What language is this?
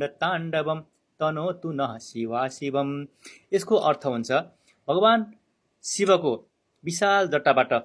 Nepali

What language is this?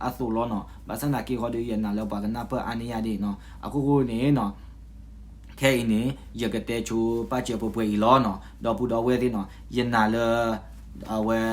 S'gaw Karen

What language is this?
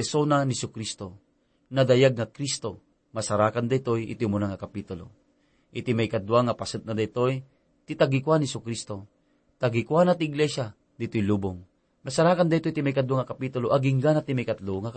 Iloko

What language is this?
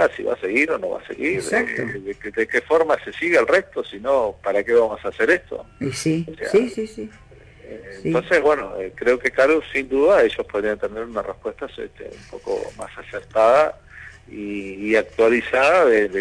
Spanish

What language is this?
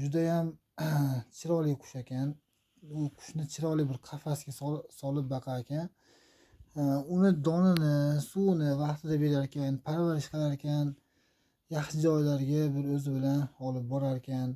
Uzbek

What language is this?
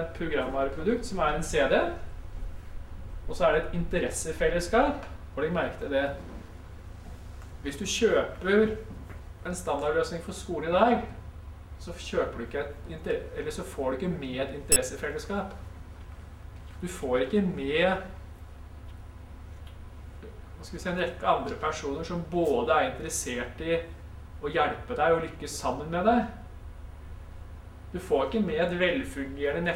Norwegian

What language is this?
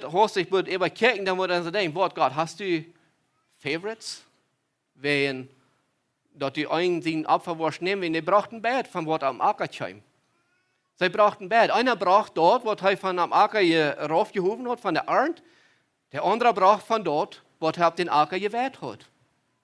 Plautdietsch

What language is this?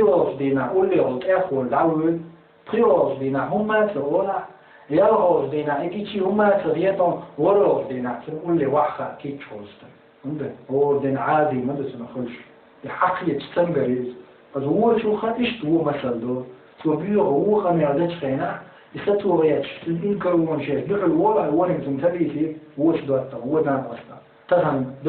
Chechen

